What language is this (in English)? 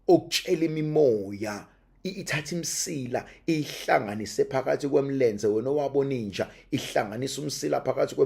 Zulu